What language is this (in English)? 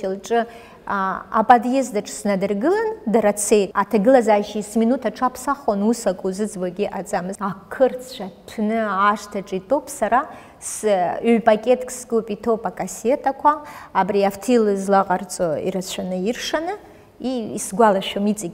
Abkhazian